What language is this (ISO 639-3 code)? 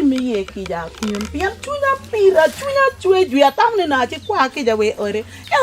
ach